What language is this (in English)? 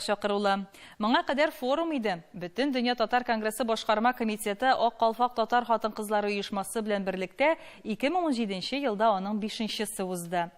Tatar